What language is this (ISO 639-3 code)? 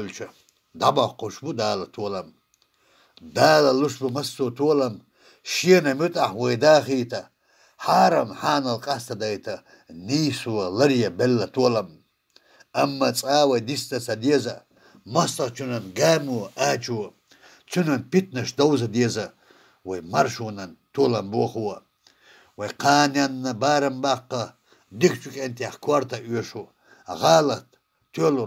che